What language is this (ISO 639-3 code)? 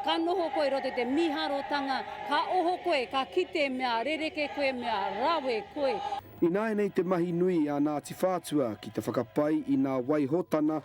mri